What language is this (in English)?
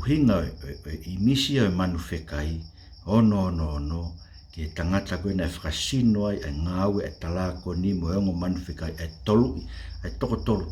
Tongan